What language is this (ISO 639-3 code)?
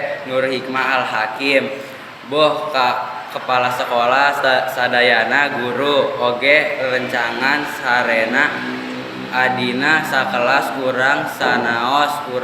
sun